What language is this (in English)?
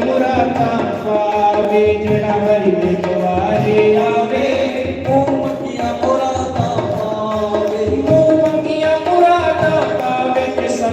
Dogri